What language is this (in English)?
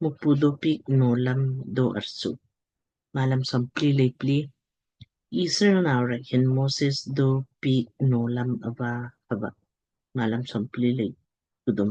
Lamkang